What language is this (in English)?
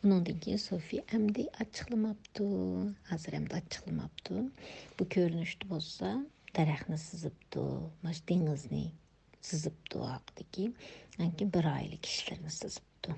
Uyghur